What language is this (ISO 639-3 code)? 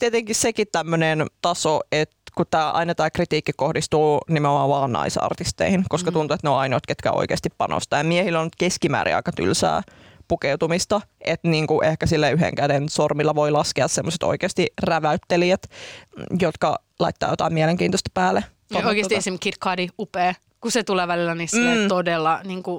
fin